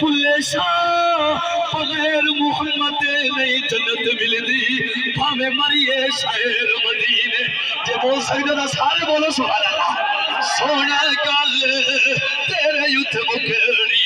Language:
Saraiki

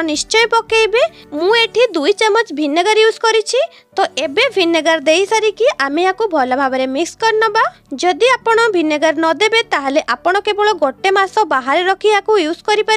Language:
Odia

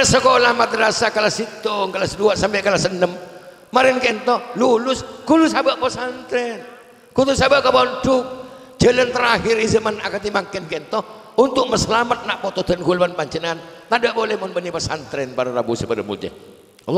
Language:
Madurese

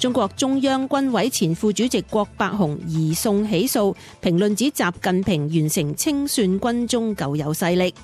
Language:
Cantonese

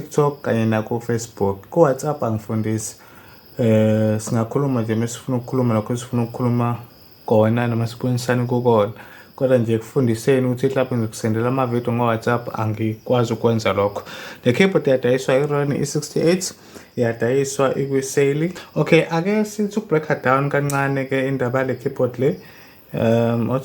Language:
Zulu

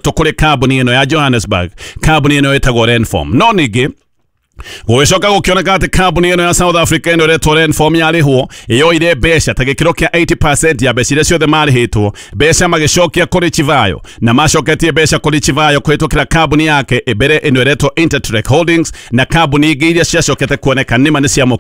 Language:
Kikuyu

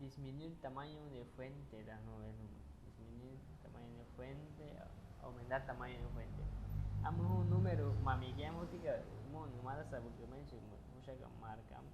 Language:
Aguaruna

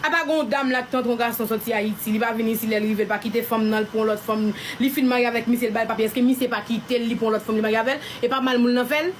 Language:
Haitian Creole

